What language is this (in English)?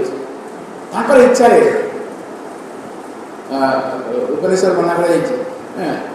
Odia